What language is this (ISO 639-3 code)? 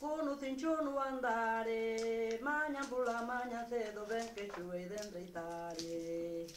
glg